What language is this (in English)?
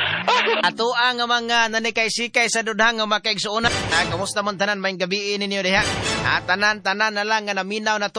Cebuano